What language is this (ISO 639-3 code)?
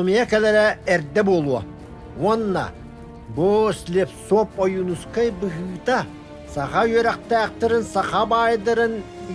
sah